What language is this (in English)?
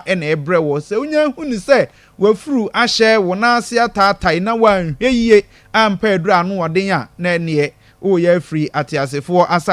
Akan